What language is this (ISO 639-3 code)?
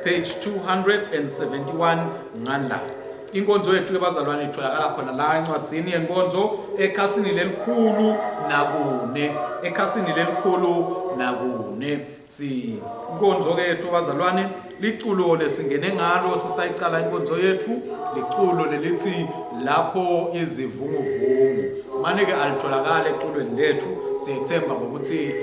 ssw